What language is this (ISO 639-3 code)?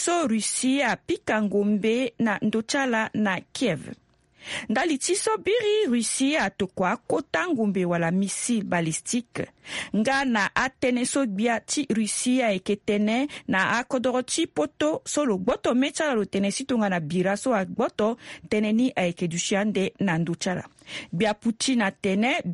sag